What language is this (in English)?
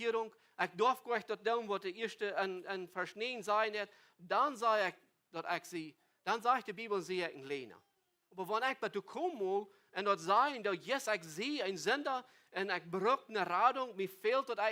Plautdietsch